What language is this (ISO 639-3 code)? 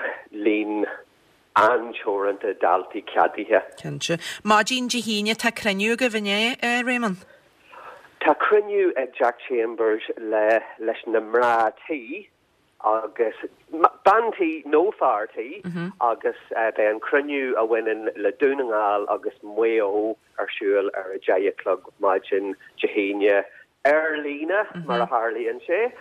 gle